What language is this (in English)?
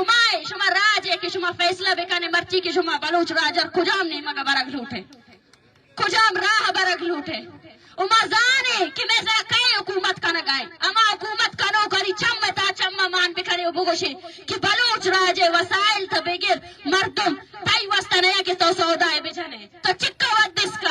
Baluchi